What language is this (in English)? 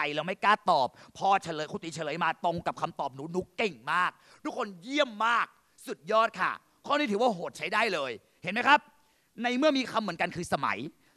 Thai